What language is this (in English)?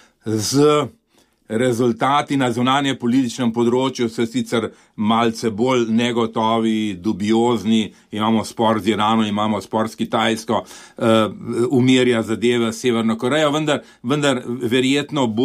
Slovenian